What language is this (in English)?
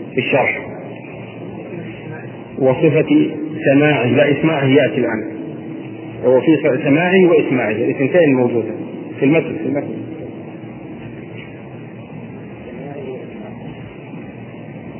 Arabic